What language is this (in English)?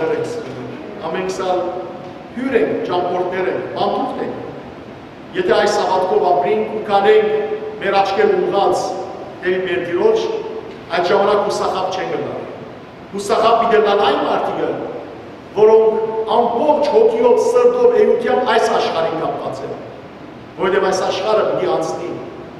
Western Armenian